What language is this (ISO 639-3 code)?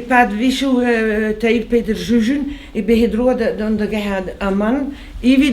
bre